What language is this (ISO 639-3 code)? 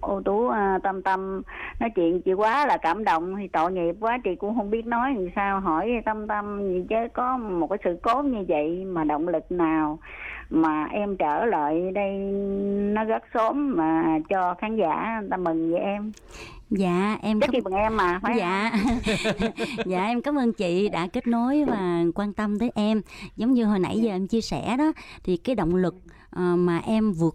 vie